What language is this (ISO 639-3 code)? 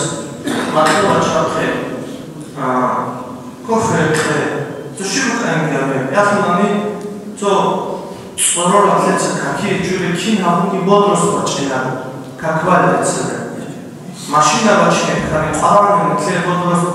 ava